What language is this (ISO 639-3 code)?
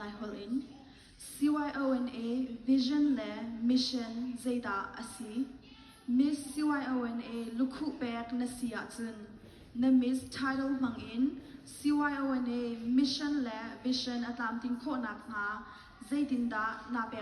cnh